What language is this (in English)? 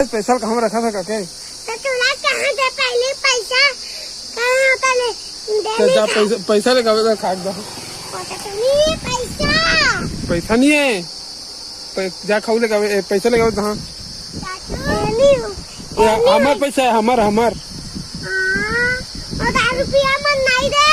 Chhattisgarhi